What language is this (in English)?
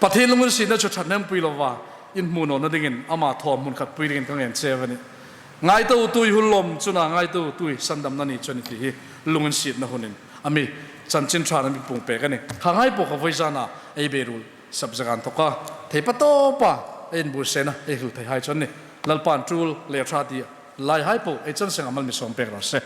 Hmar